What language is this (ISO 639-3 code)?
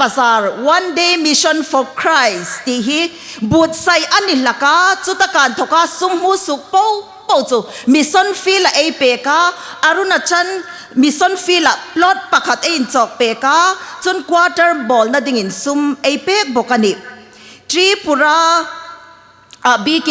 hmr